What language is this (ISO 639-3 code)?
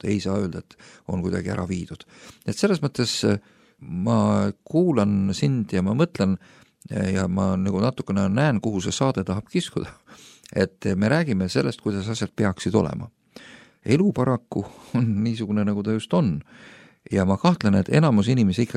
est